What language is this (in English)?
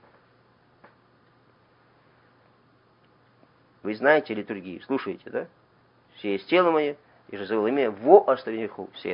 Russian